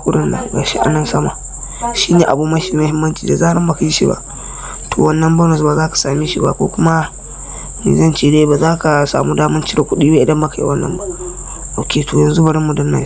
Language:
Hausa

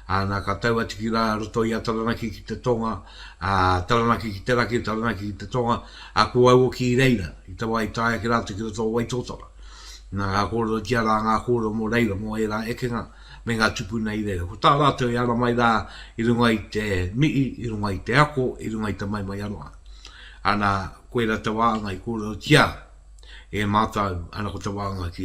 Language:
Māori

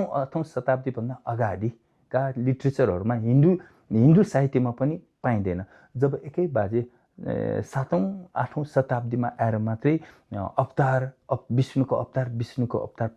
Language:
Nepali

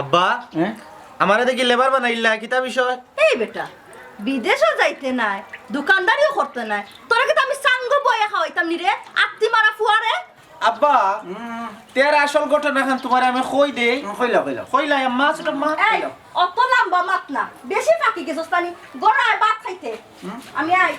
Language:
Sylheti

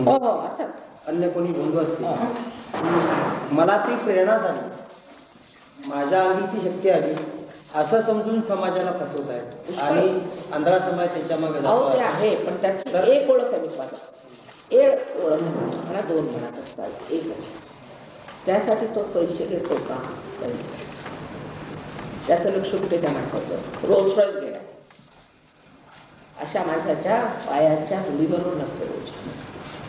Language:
Marathi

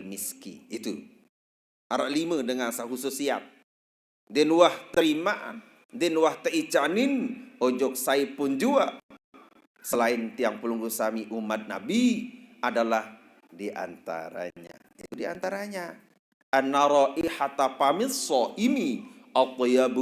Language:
Sasak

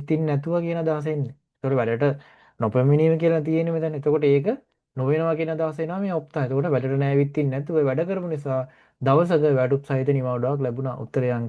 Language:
Sinhala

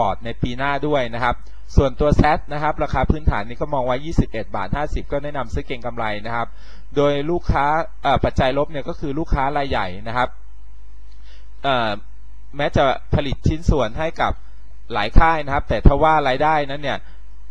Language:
Thai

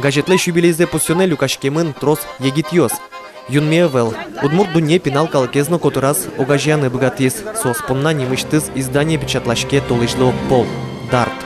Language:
Udmurt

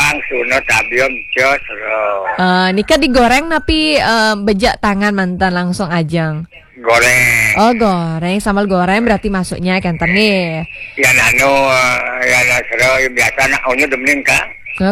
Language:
Balinese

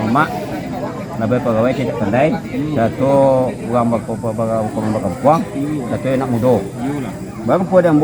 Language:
Minangkabau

